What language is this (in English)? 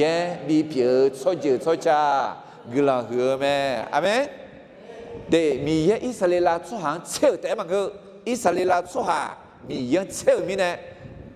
Akha